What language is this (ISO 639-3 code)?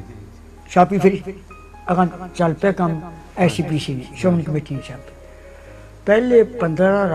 pan